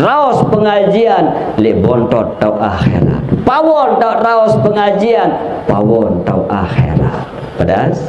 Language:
Sasak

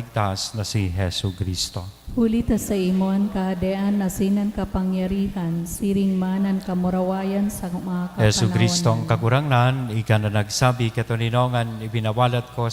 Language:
Bikol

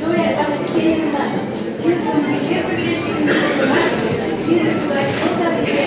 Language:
Chuvash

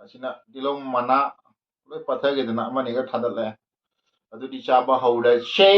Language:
Manipuri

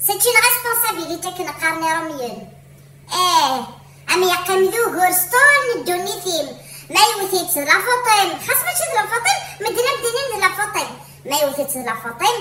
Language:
Kabyle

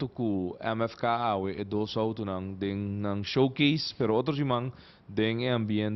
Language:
Papiamento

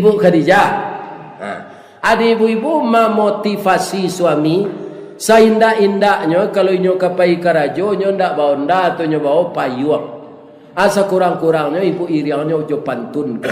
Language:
Minangkabau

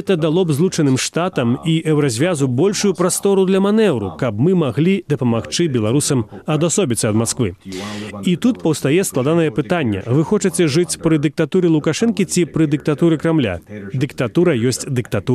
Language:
Belarusian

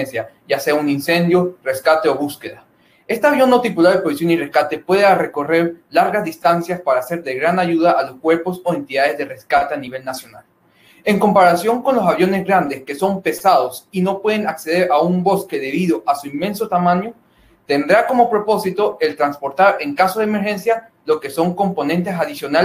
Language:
Spanish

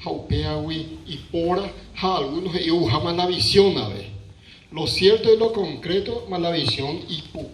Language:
Guarani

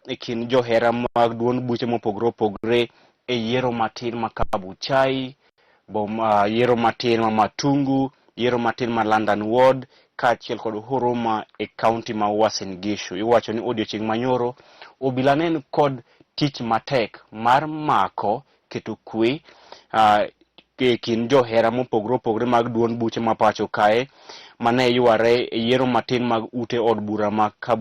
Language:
Luo (Kenya and Tanzania)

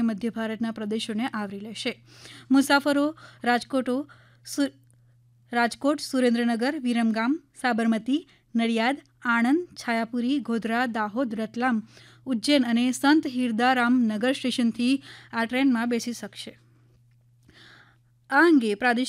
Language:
Gujarati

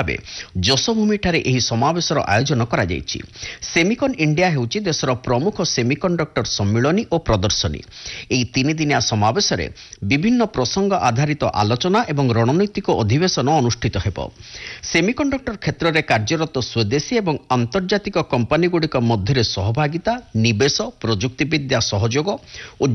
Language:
Odia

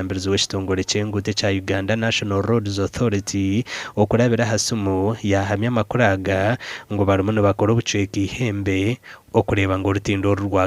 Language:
Nyankole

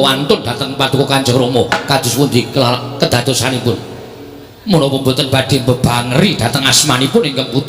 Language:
Javanese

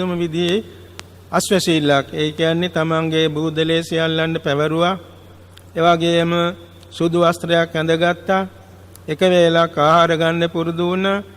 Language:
Sinhala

